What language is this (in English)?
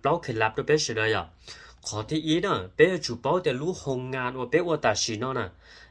Hmong